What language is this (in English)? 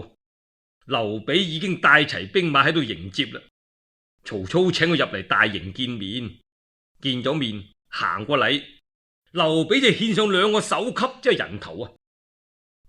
Cantonese